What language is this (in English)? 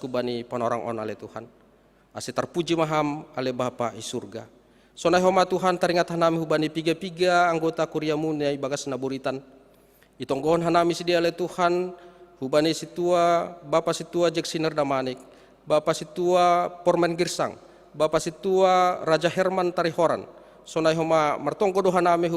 Batak Simalungun